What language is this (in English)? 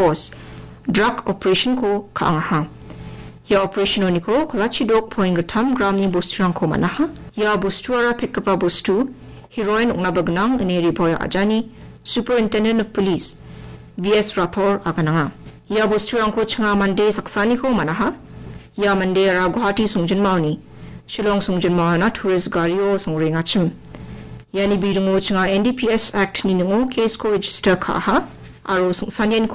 Garo